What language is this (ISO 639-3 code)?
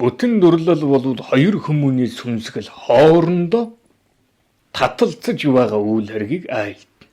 mon